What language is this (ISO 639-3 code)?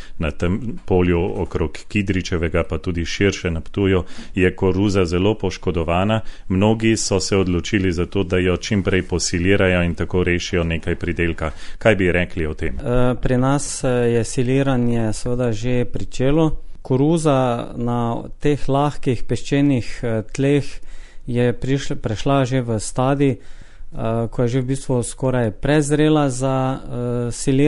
slv